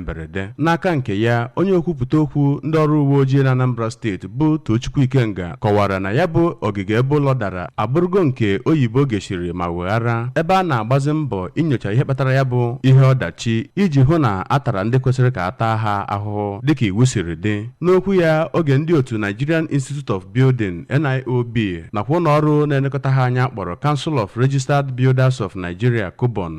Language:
Igbo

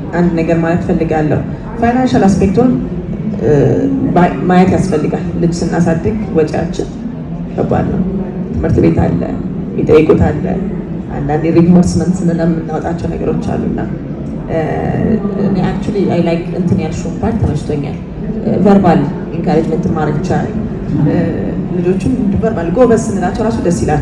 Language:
Amharic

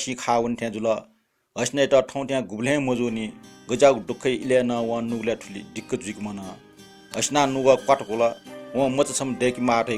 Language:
Newari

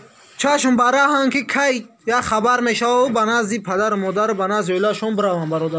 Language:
Tajik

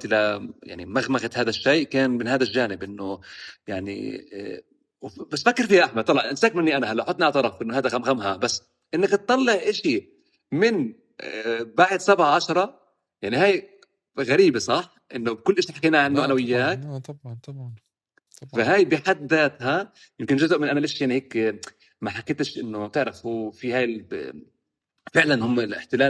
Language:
North Levantine Arabic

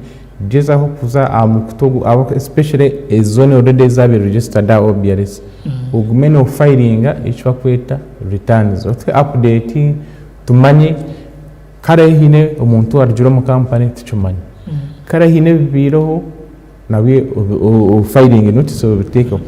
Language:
Nyankole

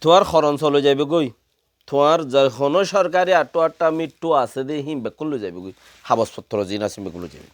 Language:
Rohingya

